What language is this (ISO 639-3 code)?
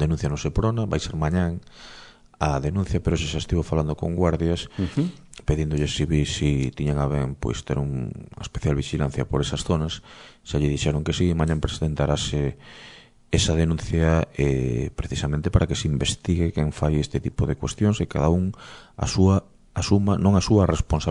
glg